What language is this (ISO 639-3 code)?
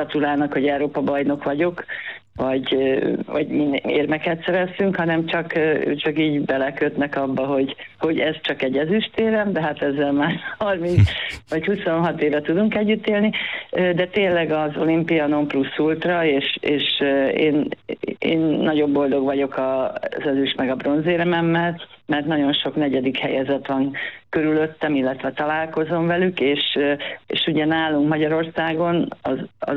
hun